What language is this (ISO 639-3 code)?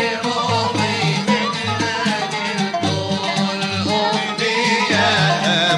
ara